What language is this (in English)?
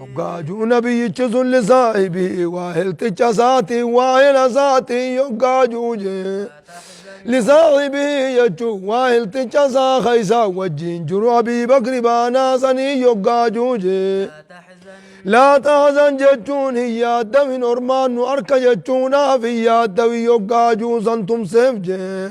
Oromo